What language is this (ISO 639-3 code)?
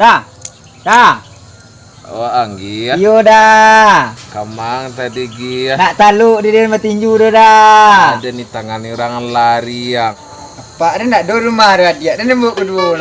min